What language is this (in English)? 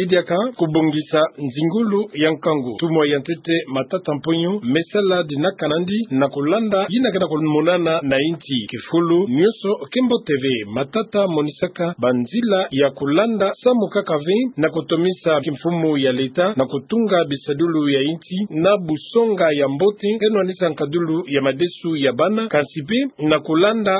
Kituba (Democratic Republic of Congo)